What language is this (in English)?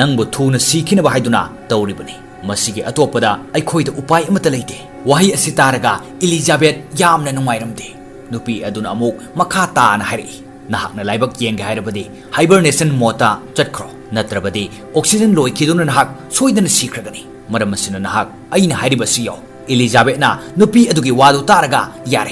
Manipuri